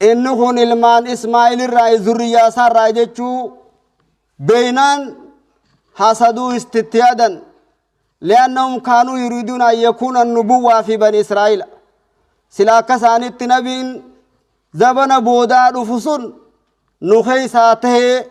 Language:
Oromo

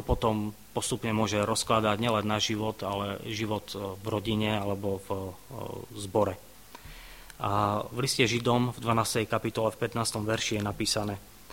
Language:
Slovak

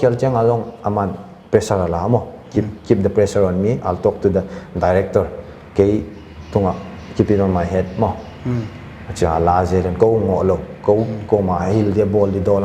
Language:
Paite Chin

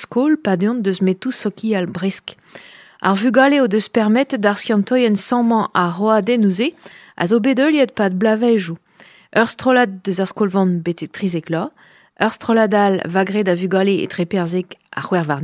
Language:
Breton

